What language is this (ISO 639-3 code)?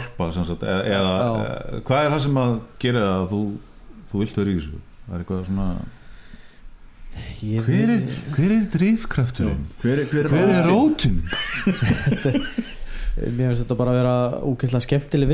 isl